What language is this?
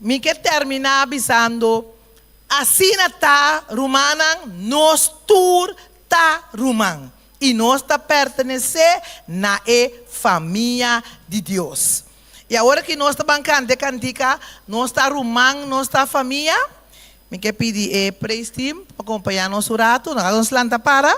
Papiamento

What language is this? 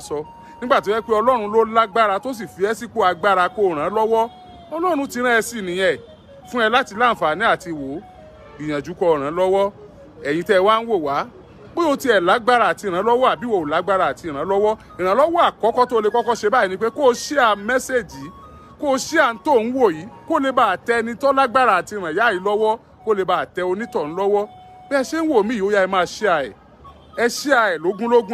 Yoruba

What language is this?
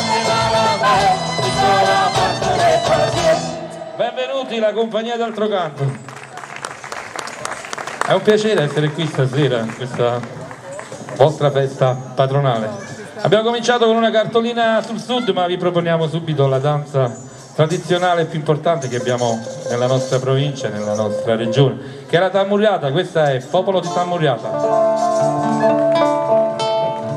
Italian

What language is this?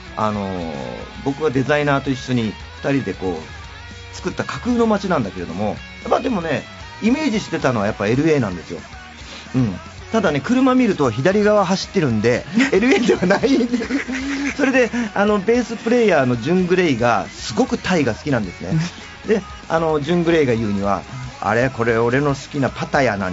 Japanese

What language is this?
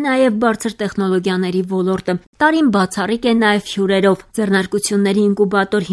Armenian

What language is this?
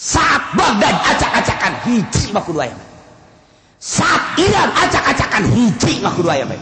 Sundanese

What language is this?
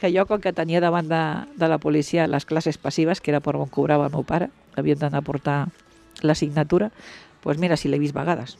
Catalan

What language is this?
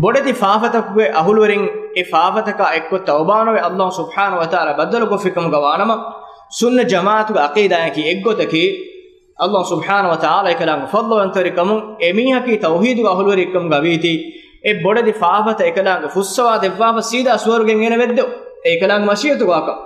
Divehi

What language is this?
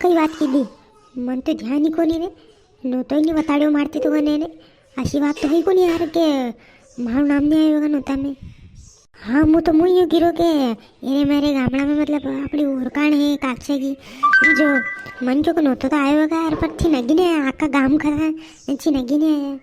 Rajasthani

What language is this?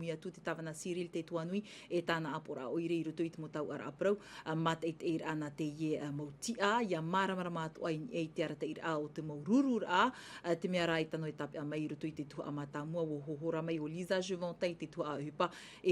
Tahitian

